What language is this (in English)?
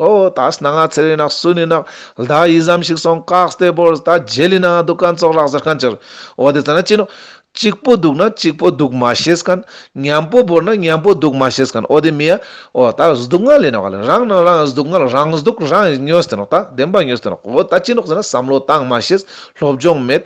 Ladakhi